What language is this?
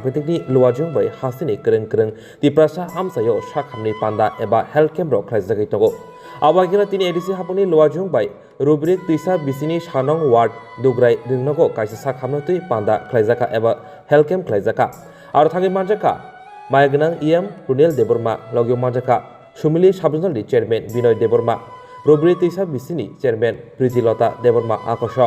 Kok Borok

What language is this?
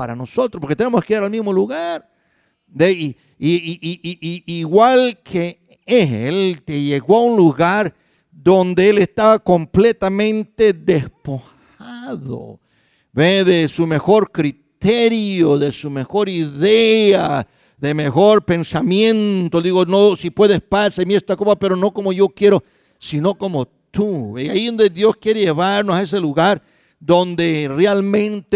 Spanish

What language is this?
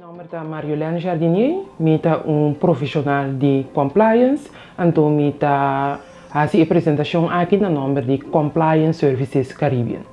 Papiamento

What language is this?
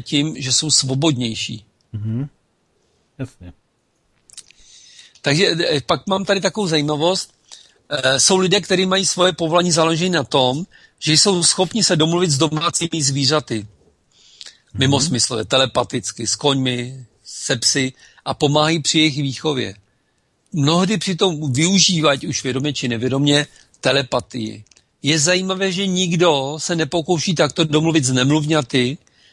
Czech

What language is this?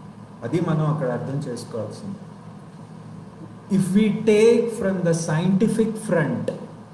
Telugu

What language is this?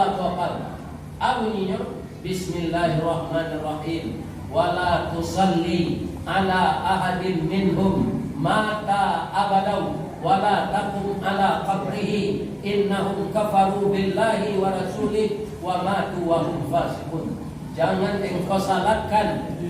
Minangkabau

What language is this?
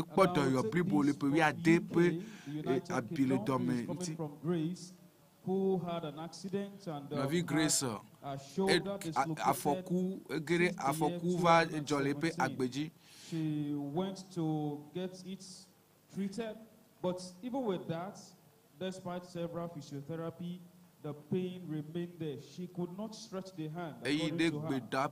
Ewe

